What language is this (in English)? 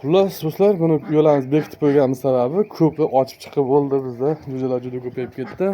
Uzbek